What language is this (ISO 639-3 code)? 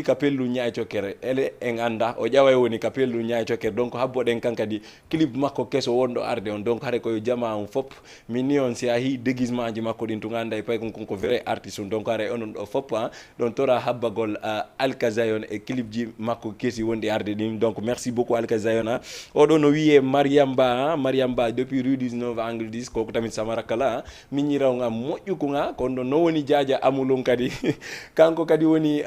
ful